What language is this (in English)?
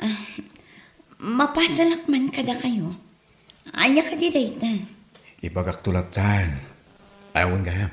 Iloko